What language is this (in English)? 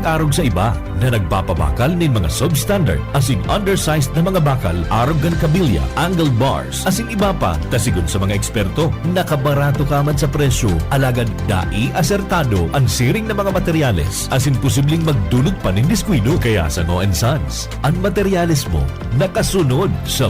Bikol